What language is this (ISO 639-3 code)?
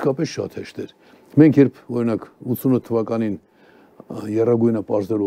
hye